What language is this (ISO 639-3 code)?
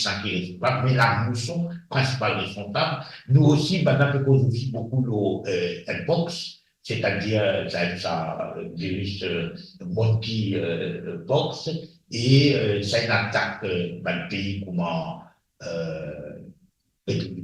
mfe